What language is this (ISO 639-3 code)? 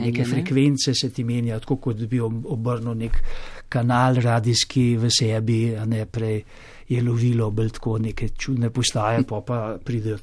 slv